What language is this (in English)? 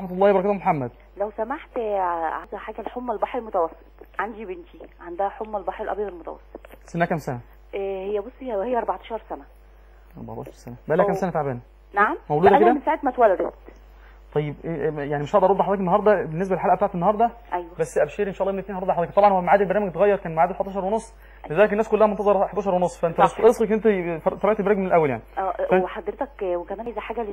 Egyptian Arabic